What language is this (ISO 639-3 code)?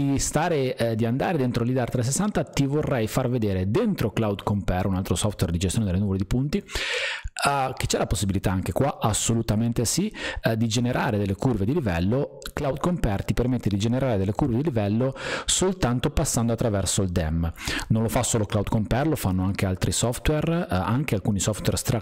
ita